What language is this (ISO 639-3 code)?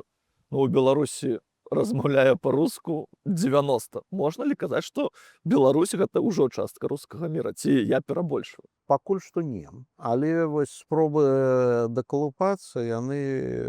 bel